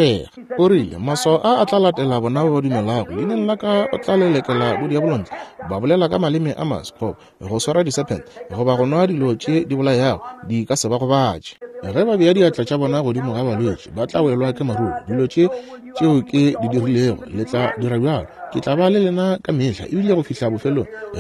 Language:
Northern Sotho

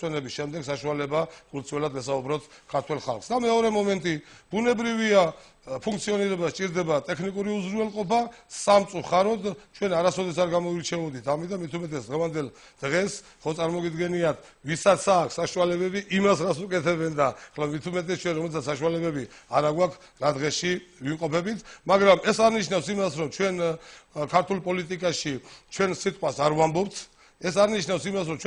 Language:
Georgian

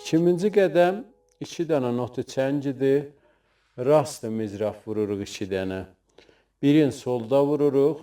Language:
South Azerbaijani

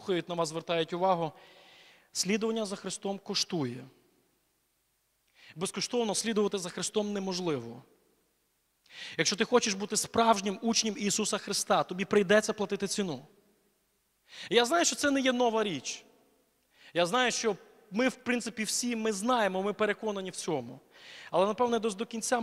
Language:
Ukrainian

